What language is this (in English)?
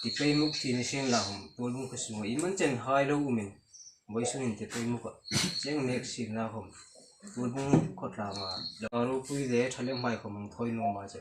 Hmar